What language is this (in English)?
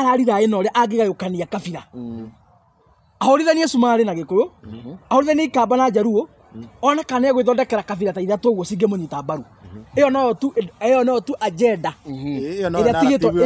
Kikuyu